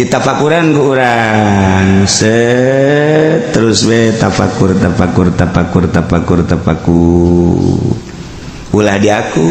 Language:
Sundanese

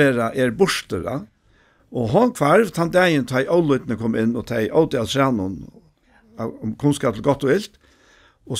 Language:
Faroese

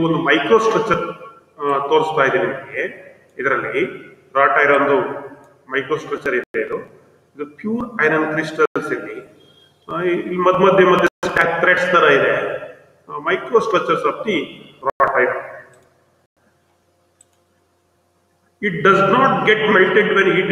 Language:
Kannada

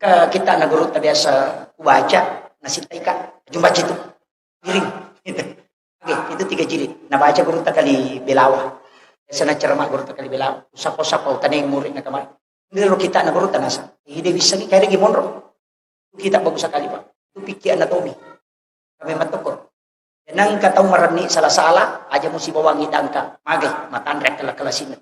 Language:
Buginese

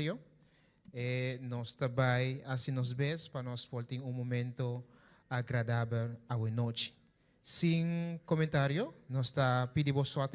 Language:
Papiamento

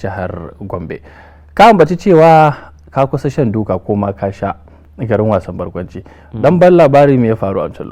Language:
Hausa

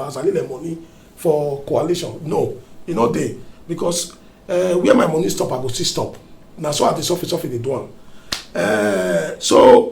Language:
Nigerian Pidgin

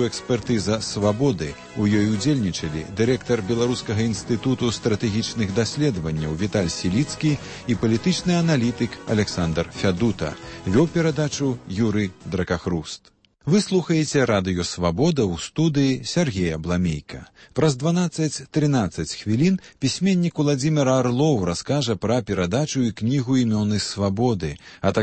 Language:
Belarusian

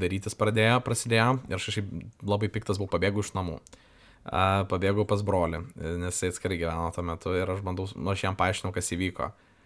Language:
Lithuanian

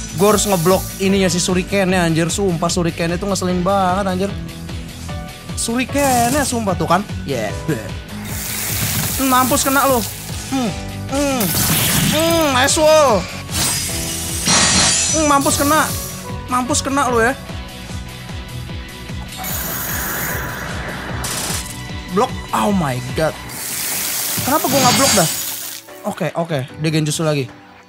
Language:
Indonesian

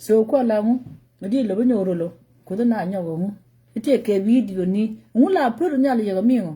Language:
Nuer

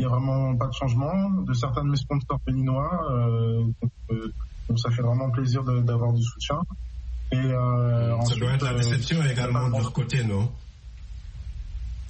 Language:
French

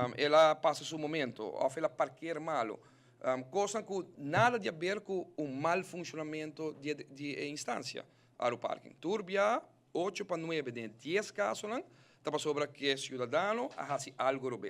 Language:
Papiamento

